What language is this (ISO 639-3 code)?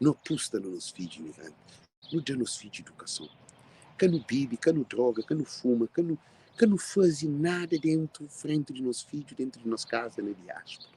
kea